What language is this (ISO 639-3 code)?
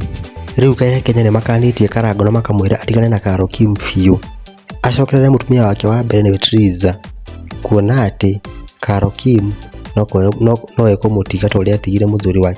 kik